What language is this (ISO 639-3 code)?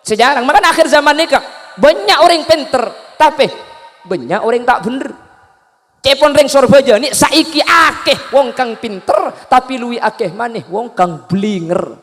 mad